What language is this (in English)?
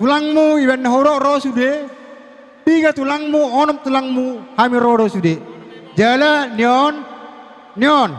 Batak Toba